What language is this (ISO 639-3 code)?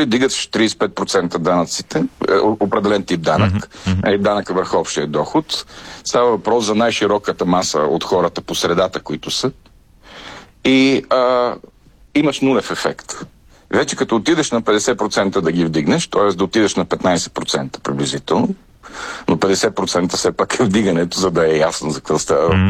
bul